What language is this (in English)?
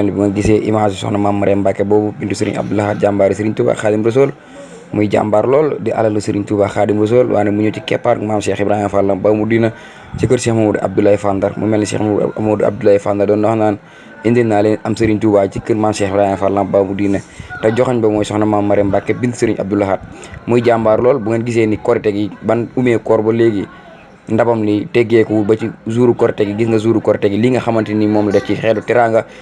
Wolof